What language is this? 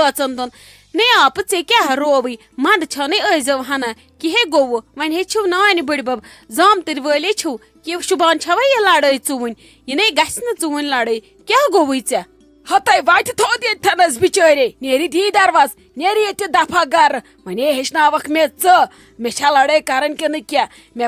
Kashmiri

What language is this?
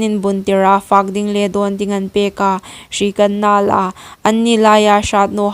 Hmar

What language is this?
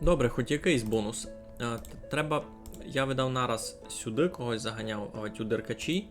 Rusyn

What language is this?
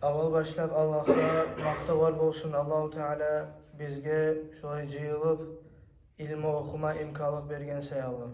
Kumyk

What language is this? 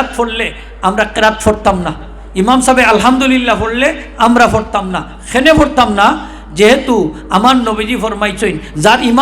Sylheti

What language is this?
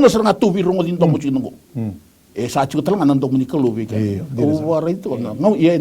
Fijian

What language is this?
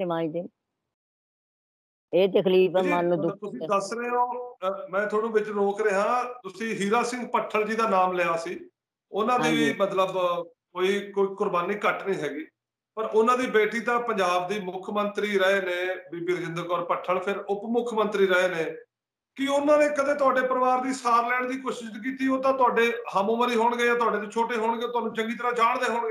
Punjabi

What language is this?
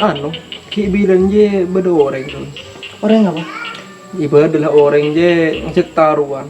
Madurese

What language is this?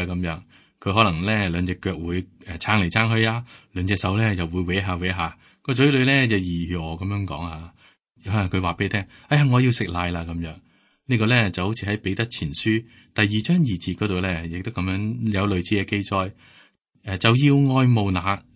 Cantonese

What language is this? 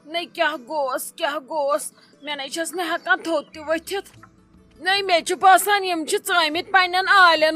Kashmiri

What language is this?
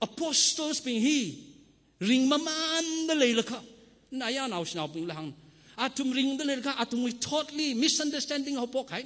Tangkhul Naga (India)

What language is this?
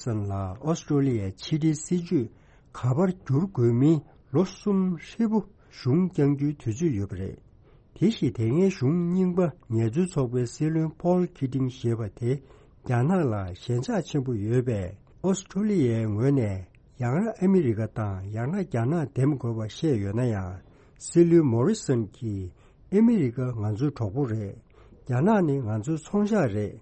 Tibetan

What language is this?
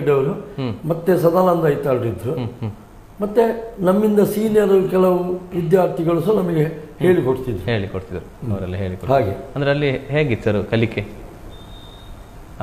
Kannada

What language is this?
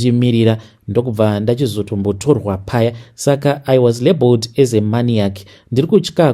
Shona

